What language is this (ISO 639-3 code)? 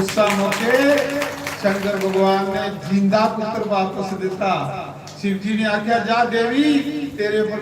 doi